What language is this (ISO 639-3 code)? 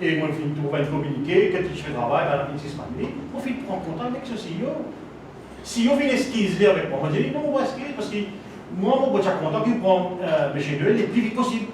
mfe